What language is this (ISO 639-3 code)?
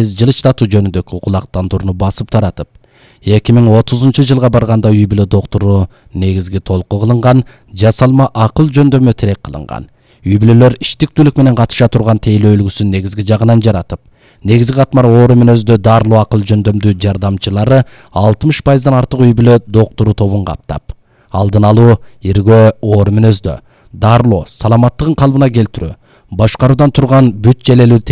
kir